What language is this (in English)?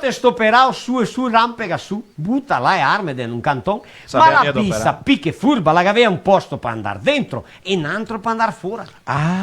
Venetian